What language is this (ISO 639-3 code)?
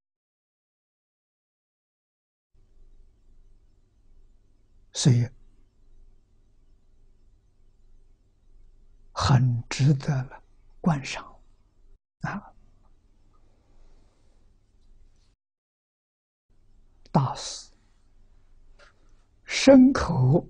zho